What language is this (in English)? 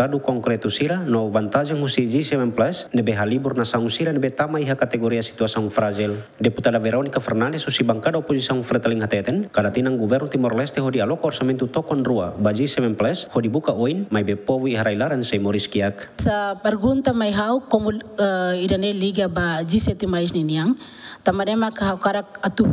Tetum